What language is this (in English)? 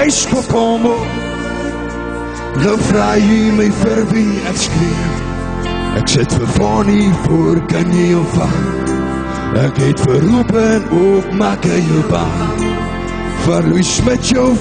Afrikaans